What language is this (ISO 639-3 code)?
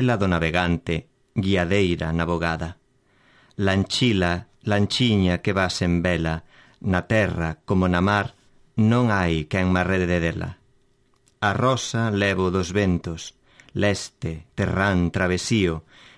glg